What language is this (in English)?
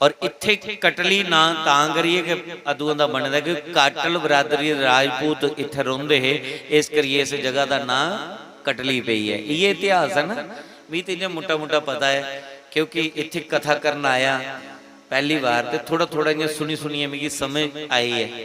Dogri